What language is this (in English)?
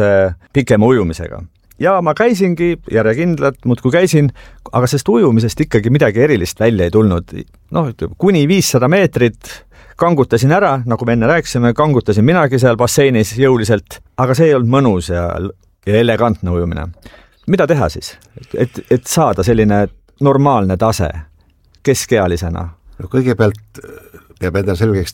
Estonian